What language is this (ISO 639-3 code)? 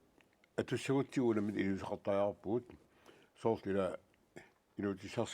kal